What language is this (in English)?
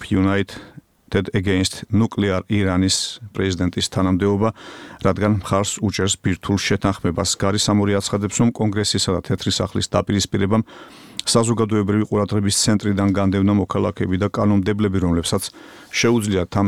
Georgian